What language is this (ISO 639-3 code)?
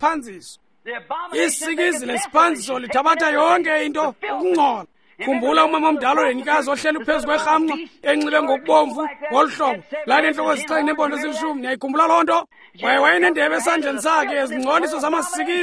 xho